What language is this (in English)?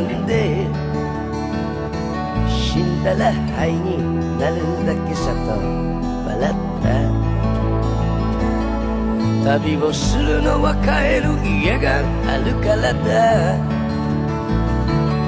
Japanese